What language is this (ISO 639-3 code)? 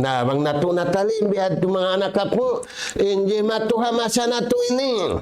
tsg